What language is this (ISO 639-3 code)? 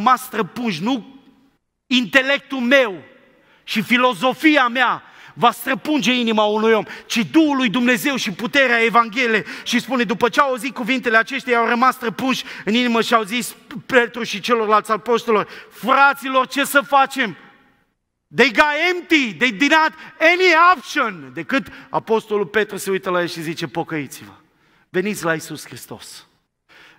ron